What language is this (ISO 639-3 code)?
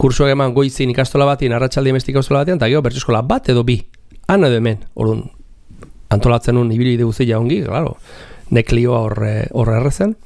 eus